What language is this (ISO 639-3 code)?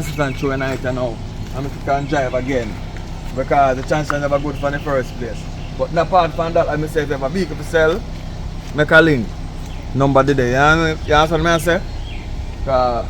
jam